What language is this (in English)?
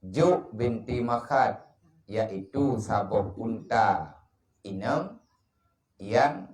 Achinese